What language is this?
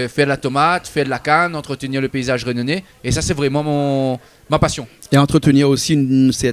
Réunion Creole French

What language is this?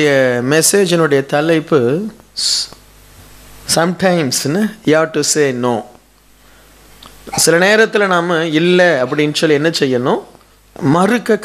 Tamil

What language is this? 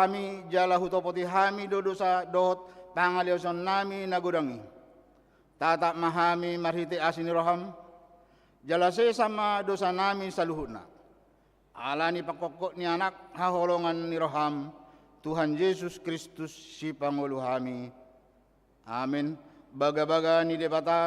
Batak Toba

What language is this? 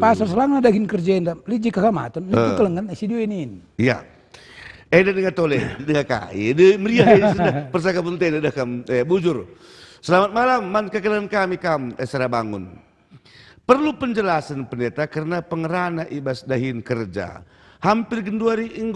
Batak Karo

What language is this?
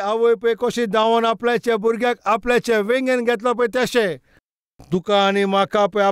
Konkani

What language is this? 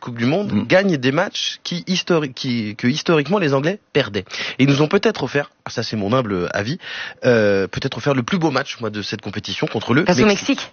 French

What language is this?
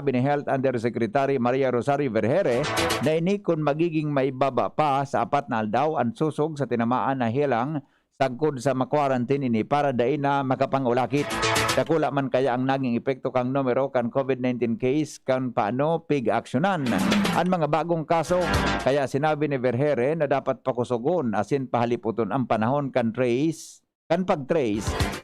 Bikol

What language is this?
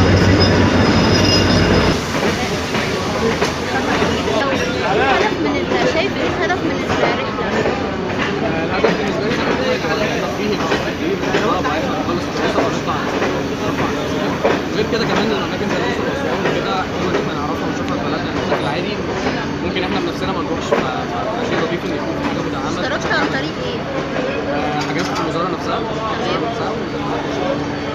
Egyptian Arabic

